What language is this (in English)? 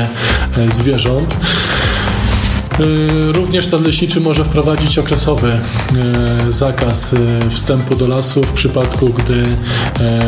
Polish